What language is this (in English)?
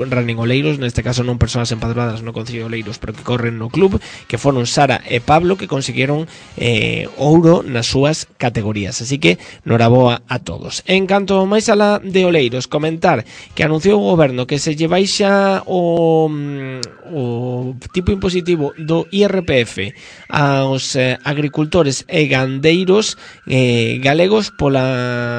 Galician